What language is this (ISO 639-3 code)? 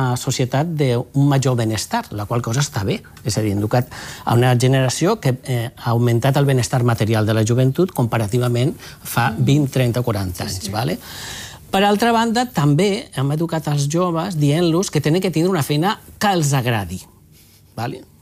cat